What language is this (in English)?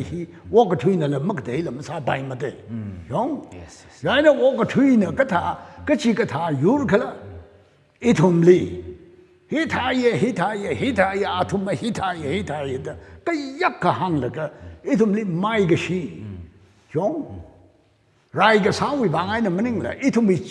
Tangkhul Naga (India)